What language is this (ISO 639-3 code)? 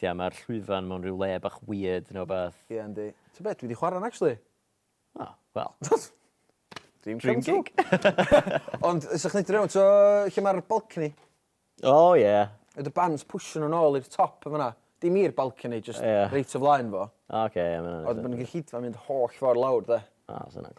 cym